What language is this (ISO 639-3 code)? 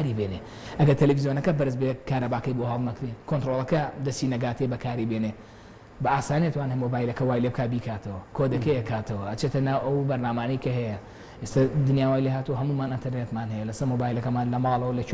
ckb